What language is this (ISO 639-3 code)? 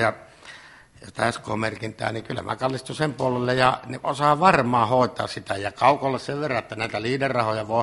fin